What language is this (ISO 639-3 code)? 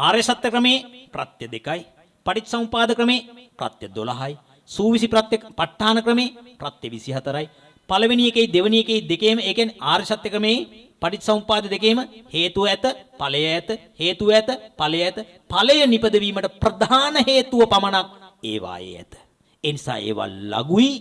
sin